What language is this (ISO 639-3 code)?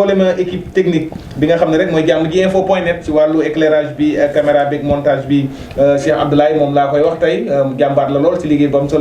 wol